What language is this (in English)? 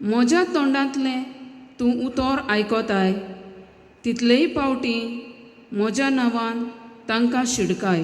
Konkani